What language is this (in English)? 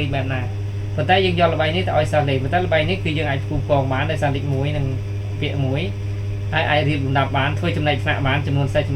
Khmer